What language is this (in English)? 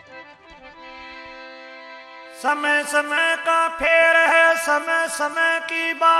Hindi